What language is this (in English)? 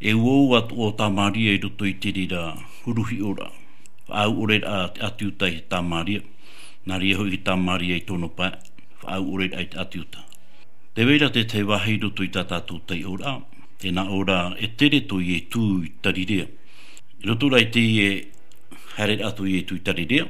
Tahitian